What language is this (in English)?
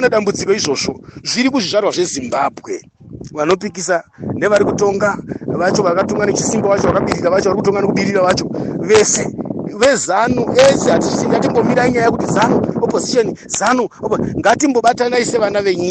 Shona